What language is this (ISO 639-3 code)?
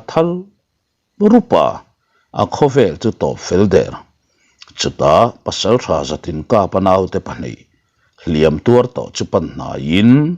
lus